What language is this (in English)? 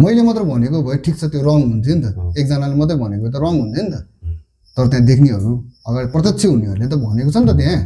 Nepali